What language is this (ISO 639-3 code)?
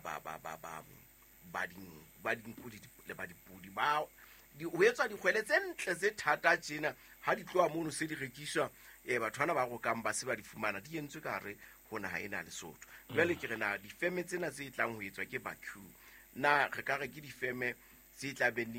sot